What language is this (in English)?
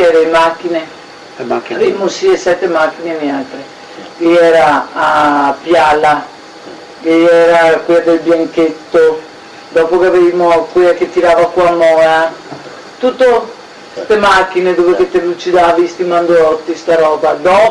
Venetian